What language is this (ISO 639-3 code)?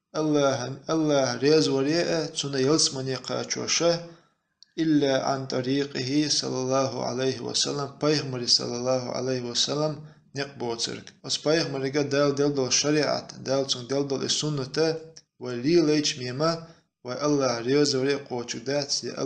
che